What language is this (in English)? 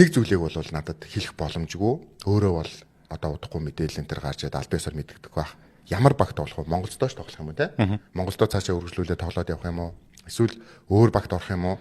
Mongolian